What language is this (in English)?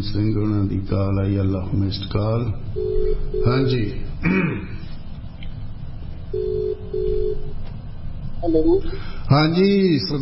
Punjabi